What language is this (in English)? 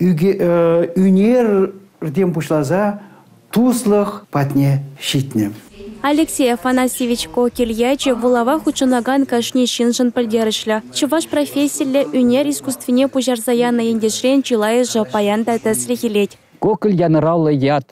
Chuvash